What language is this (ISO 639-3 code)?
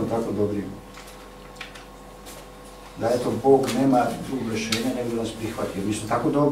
hrv